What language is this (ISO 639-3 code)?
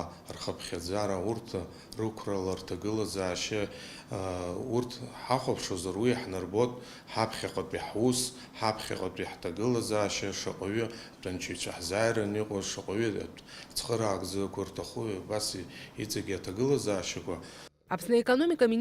abk